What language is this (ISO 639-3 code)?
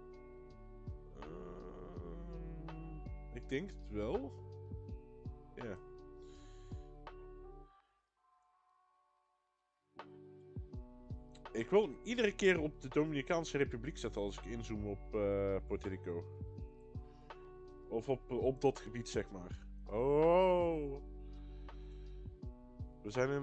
nld